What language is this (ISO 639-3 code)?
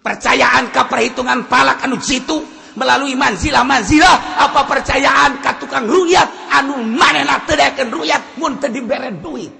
sun